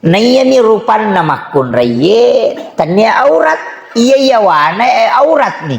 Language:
Buginese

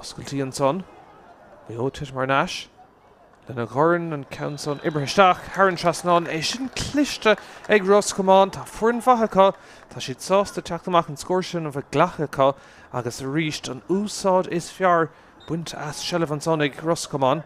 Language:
Irish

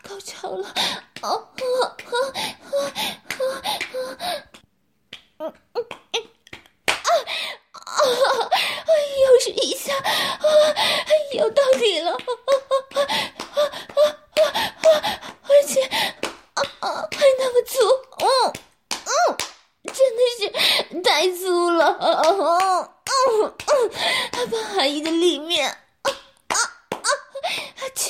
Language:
Chinese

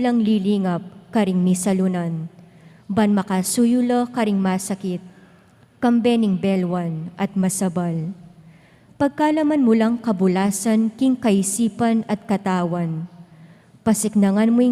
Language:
Pampanga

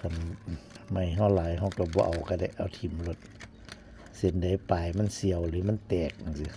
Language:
Northeastern Thai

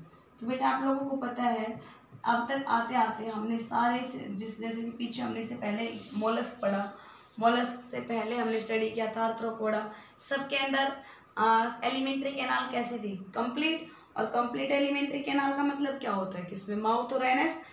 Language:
Hindi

